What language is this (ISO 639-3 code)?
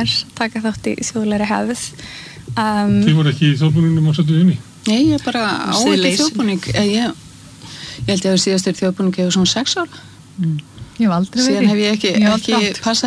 isl